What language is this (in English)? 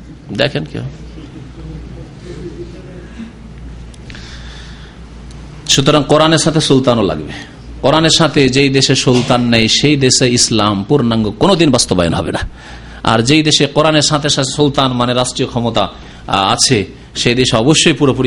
Bangla